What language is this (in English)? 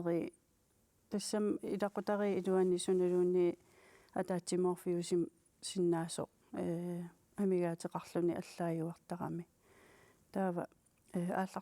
Kalaallisut